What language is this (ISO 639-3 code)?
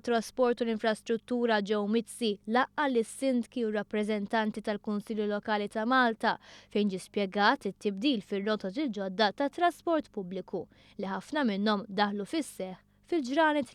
mlt